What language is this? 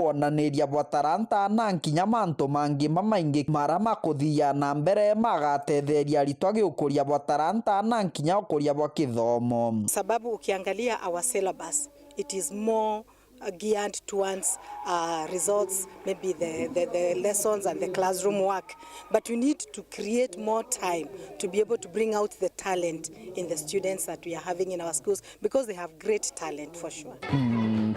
Meru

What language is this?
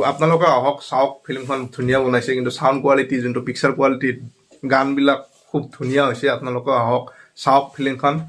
Assamese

